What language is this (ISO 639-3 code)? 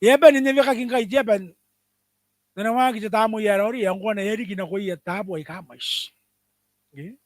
gil